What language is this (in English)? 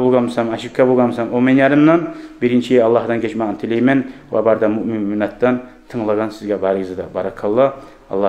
Kumyk